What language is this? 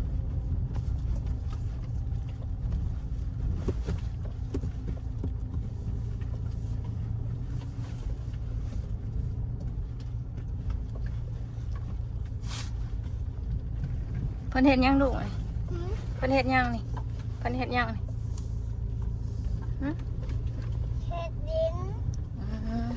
Northeastern Thai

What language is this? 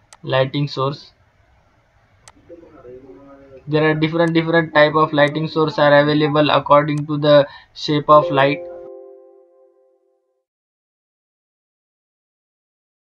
English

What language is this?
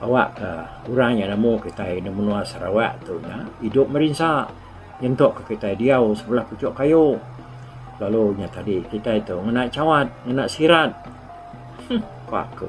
Iban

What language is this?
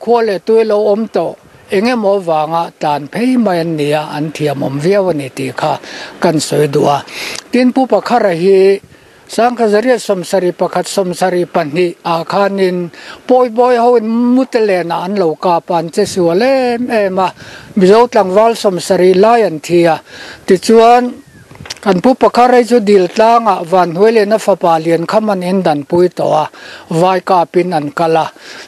Mizo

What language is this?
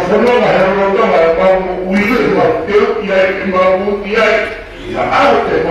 Tongan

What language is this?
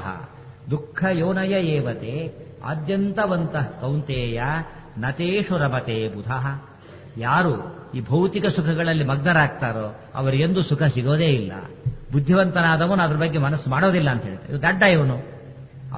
Kannada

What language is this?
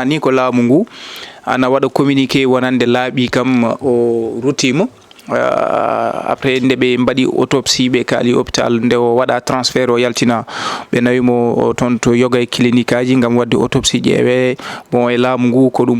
Fula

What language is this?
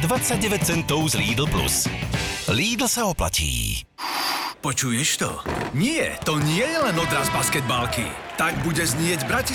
Slovak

